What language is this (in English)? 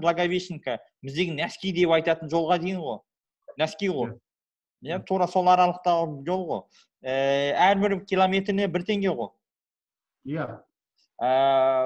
Kazakh